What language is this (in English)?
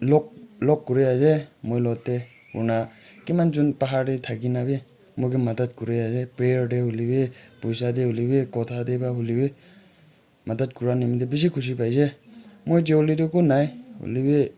Naga Pidgin